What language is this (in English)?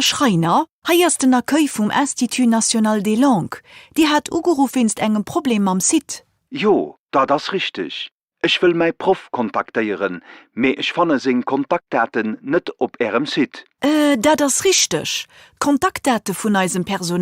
Luxembourgish